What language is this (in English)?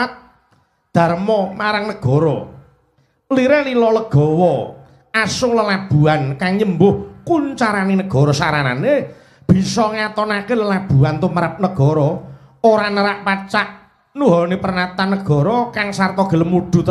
Javanese